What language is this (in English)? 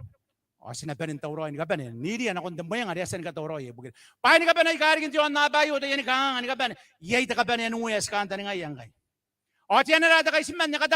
Gilbertese